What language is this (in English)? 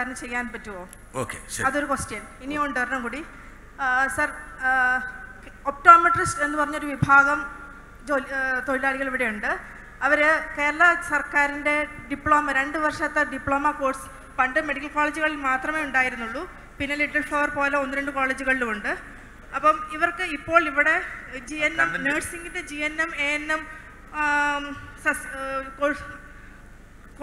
Malayalam